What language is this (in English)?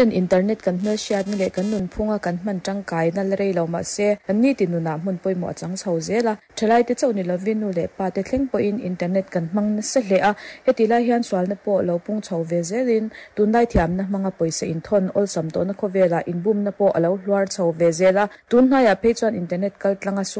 Mizo